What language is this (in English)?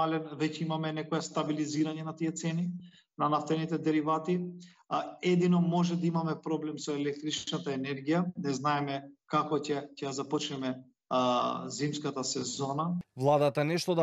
Macedonian